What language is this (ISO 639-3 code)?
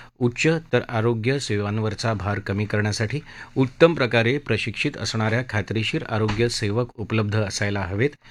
mar